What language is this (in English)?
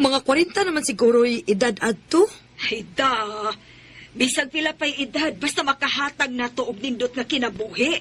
Cebuano